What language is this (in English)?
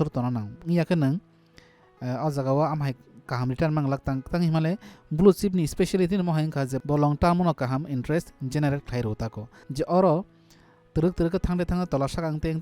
Kok Borok